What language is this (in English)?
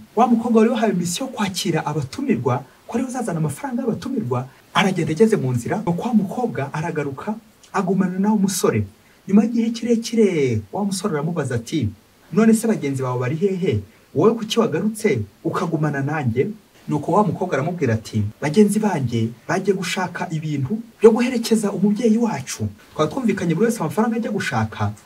Kinyarwanda